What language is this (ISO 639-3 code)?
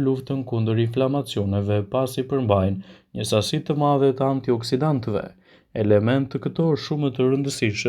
sqi